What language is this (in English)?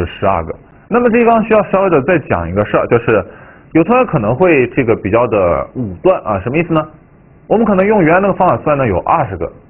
Chinese